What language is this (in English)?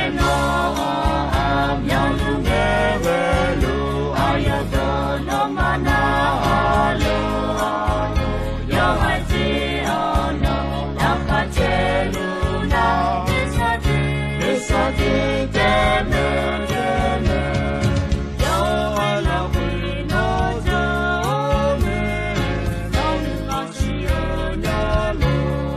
Akha